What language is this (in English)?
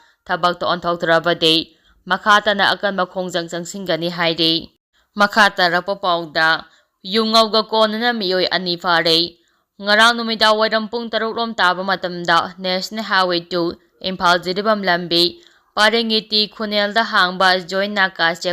Manipuri